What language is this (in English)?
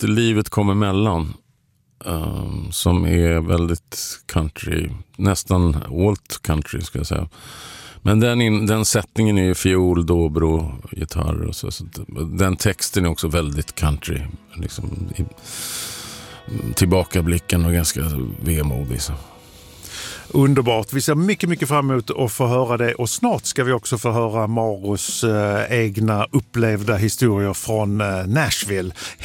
Swedish